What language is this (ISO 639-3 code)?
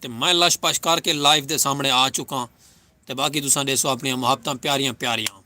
skr